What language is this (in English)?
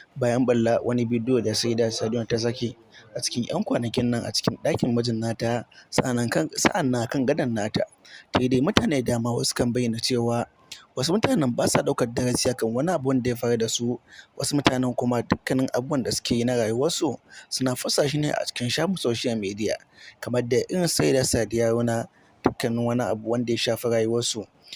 Hausa